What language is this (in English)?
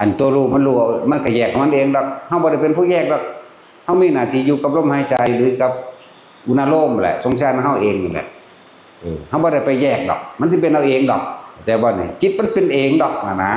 Northeastern Thai